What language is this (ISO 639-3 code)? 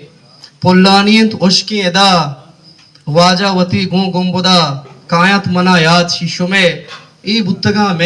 bgp